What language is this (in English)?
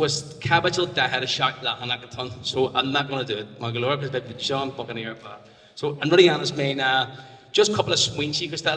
Irish